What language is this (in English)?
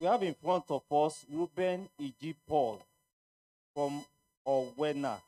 Ewe